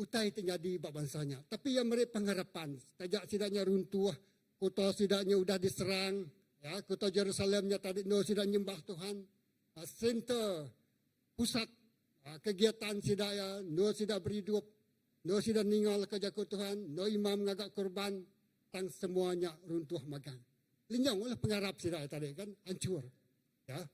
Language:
Iban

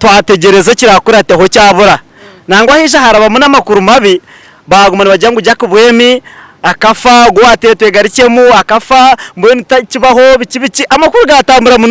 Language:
Nyankole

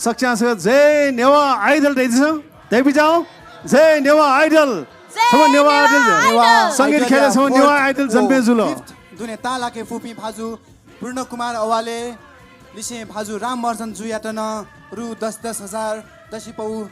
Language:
Newari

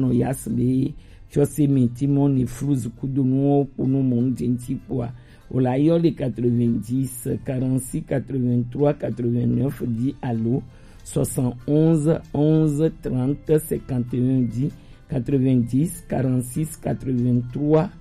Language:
Gen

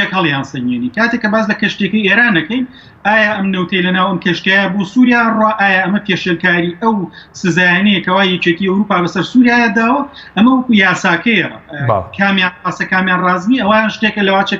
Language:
Central Kurdish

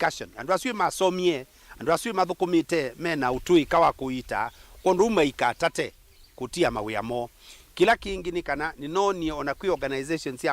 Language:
Kamba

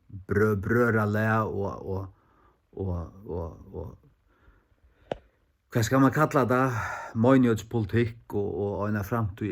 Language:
Faroese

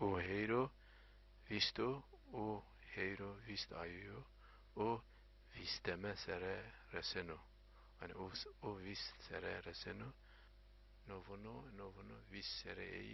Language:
Zaza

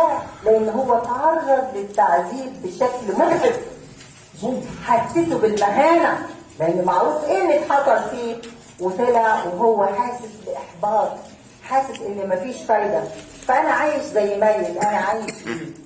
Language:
Egyptian Arabic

